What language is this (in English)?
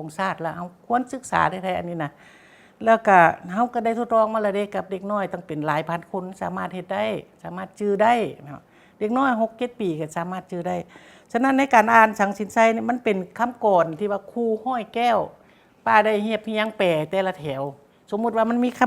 Lao